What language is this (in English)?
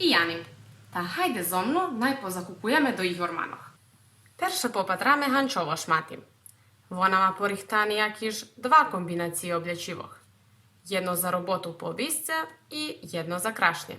Rusyn